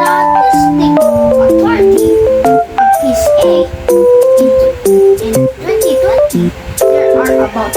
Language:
Hiligaynon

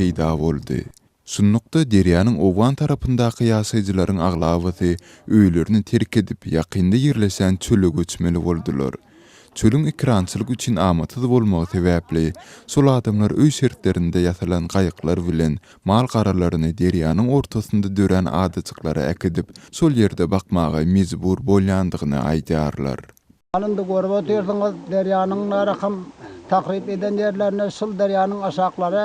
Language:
Turkmen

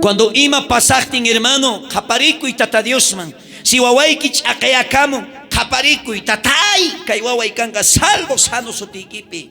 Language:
South Bolivian Quechua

